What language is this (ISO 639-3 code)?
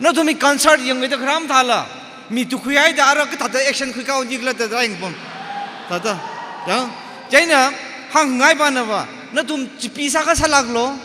nmf